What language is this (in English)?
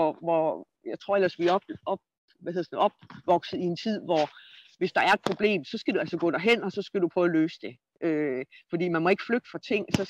Danish